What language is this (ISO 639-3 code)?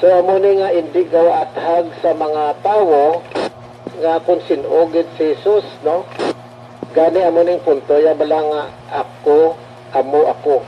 hil